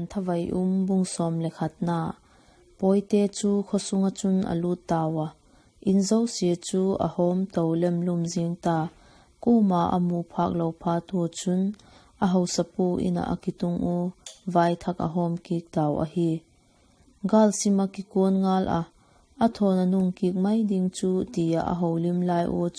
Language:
Vaiphei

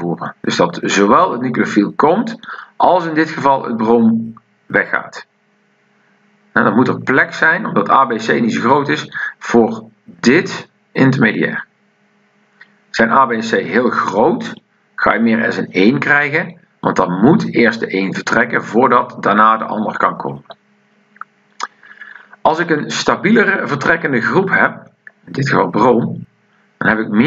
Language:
Dutch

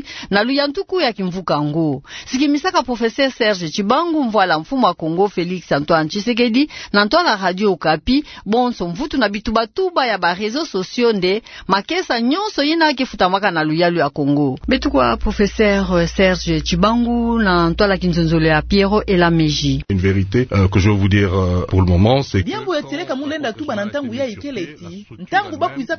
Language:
Kituba (Democratic Republic of Congo)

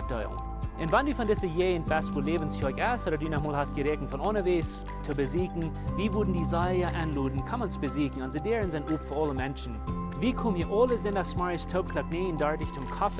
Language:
Plautdietsch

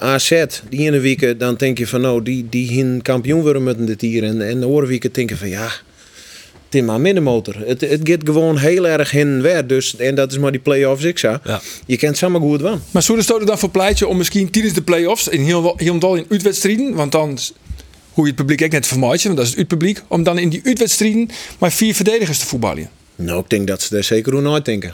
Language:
Western Frisian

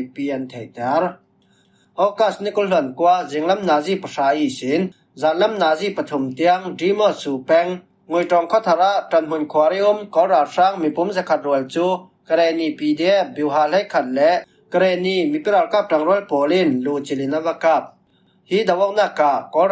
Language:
Falam Chin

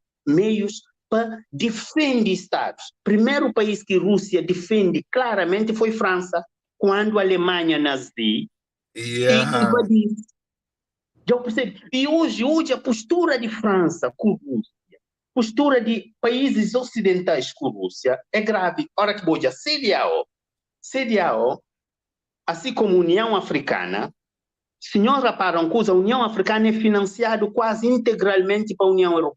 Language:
Kabuverdianu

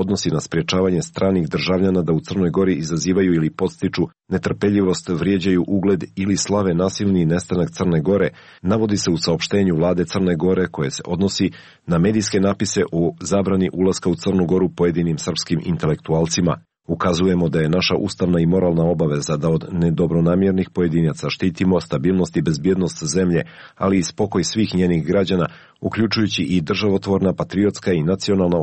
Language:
Serbian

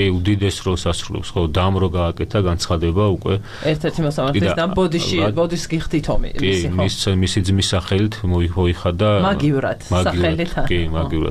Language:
Georgian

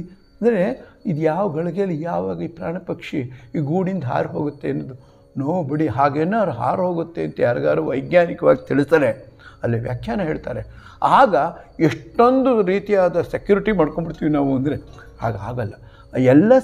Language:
Kannada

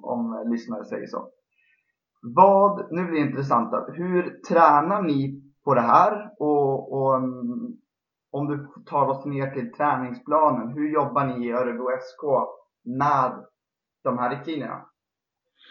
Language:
Swedish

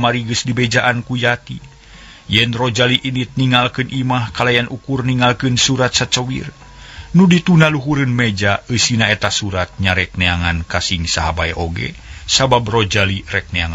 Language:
Sundanese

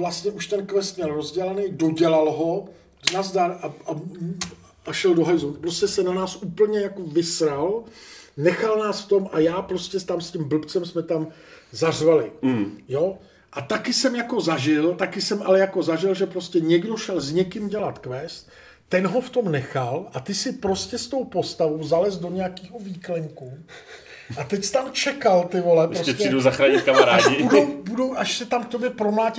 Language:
Czech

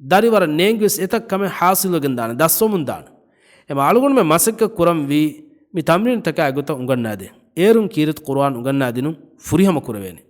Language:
Divehi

